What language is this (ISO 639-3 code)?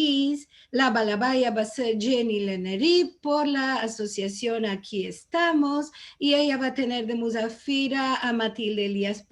lad